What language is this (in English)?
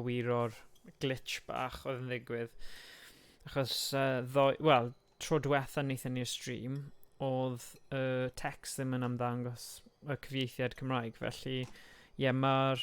Welsh